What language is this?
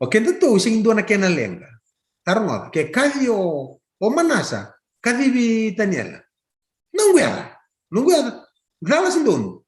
Fijian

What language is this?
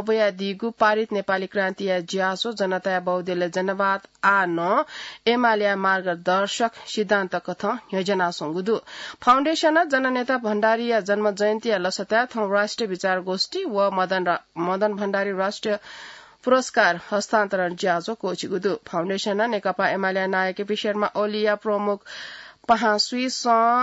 Newari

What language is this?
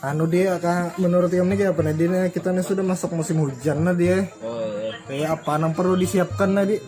Banjar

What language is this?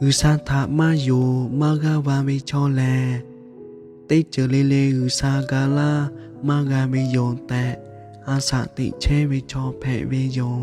Lahu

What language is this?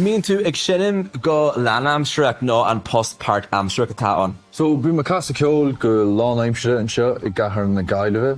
Irish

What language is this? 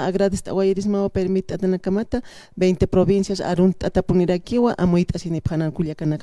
Aymara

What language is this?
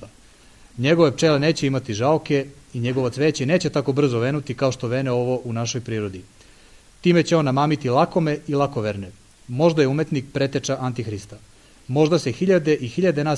Serbian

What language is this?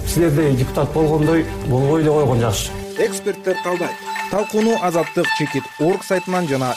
Kyrgyz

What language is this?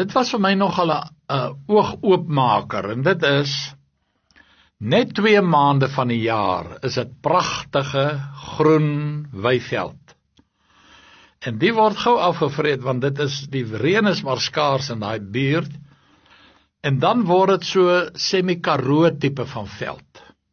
Afrikaans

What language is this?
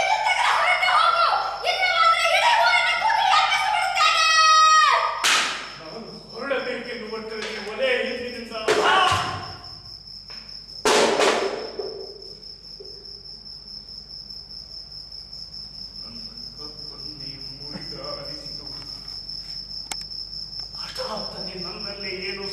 Kannada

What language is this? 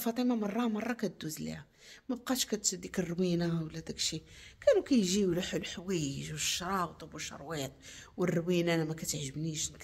Moroccan Arabic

